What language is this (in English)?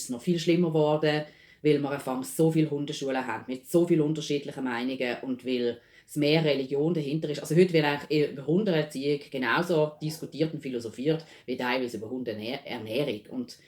Swiss German